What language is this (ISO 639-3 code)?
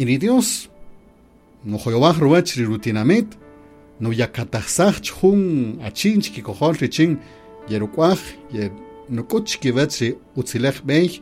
cak